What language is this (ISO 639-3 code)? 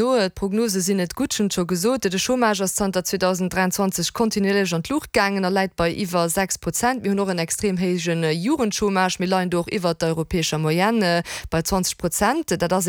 ltz